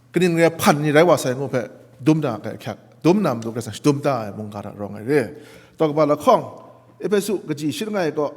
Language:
Kachin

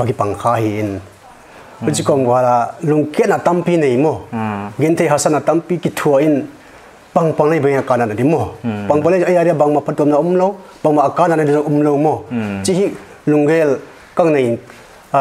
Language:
Paite Chin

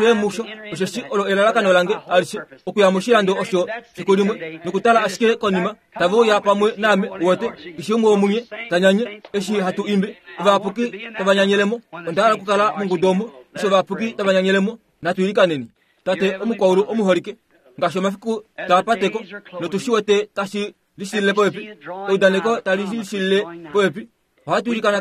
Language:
Kuanyama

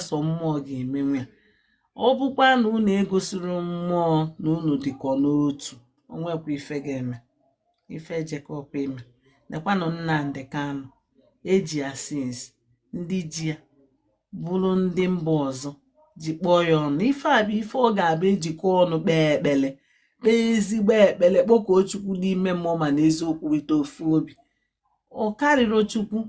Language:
Igbo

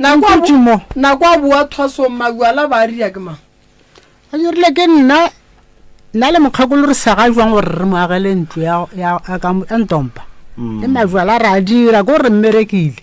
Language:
Northern Sotho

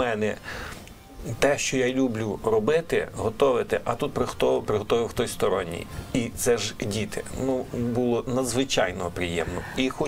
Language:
Ukrainian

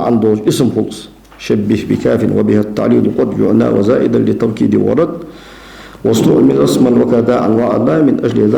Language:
Ingush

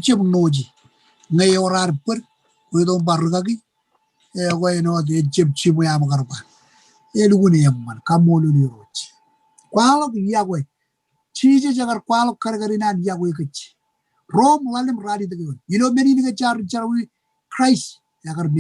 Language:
Marshallese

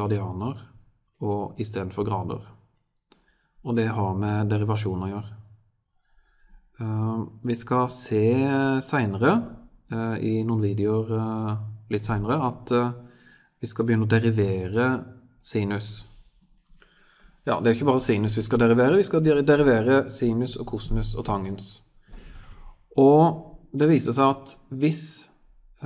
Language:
Norwegian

